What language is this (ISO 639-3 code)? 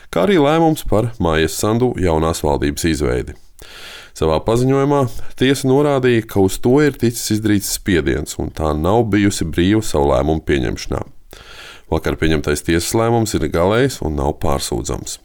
lav